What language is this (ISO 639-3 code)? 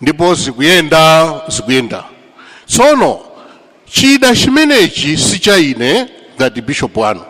nya